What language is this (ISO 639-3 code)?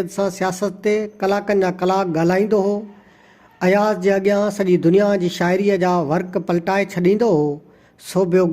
snd